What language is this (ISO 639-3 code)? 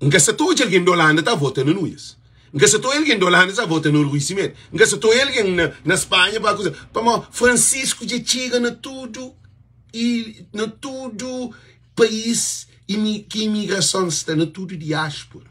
kea